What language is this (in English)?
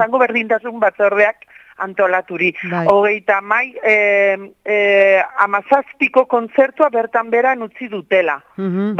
Basque